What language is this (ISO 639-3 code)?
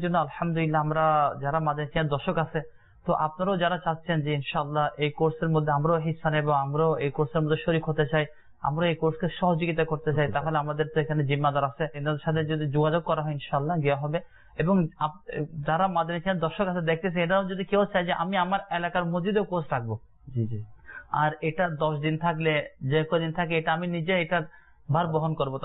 ben